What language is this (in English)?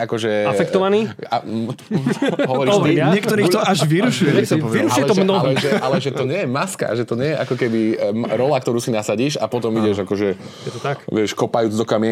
Slovak